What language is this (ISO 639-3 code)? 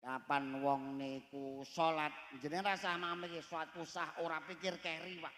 jav